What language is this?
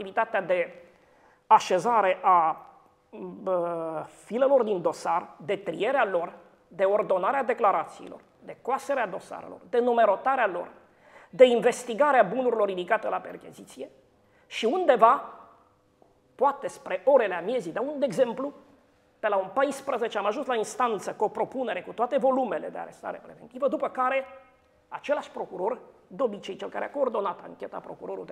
Romanian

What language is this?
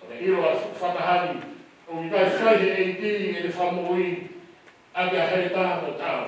Tongan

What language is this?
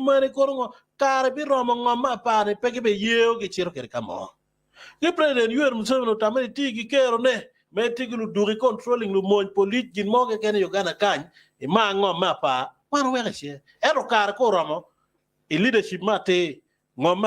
Acoli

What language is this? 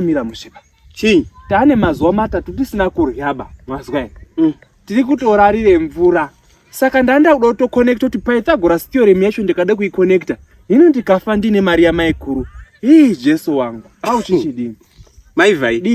Shona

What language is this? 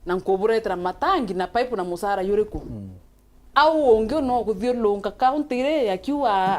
Meru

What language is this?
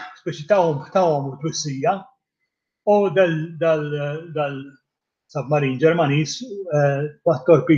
Maltese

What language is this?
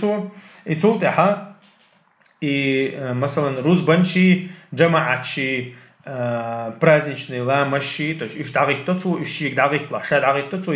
Chechen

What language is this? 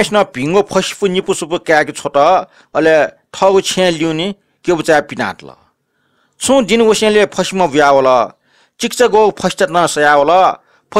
Newari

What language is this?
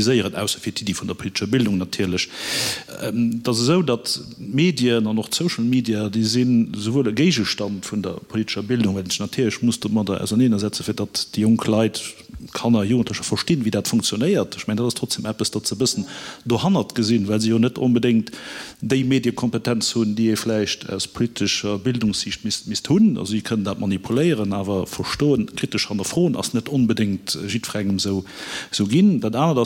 Luxembourgish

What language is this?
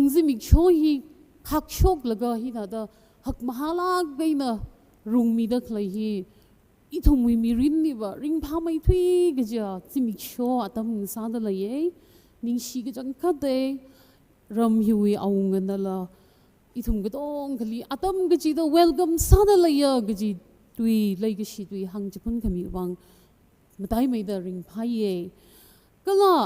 Tangkhul Naga (India)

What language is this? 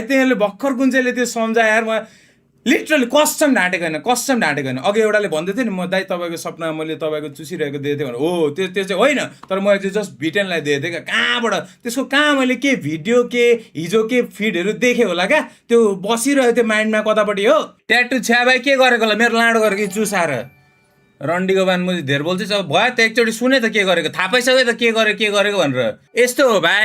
Nepali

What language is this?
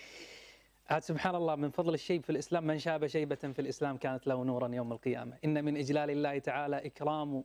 Arabic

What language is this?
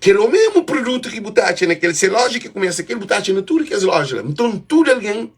Kabuverdianu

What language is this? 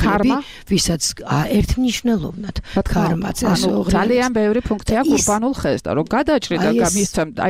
Georgian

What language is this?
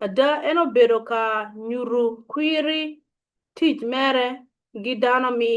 Acoli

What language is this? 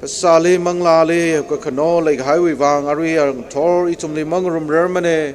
Tangkhul Naga (India)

